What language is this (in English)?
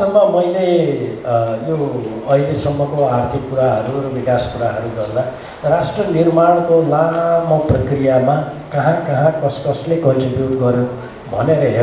Nepali